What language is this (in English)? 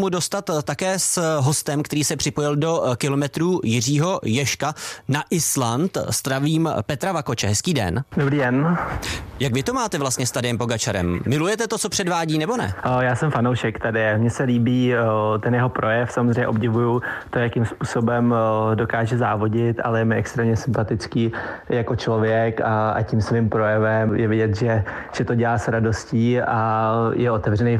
Czech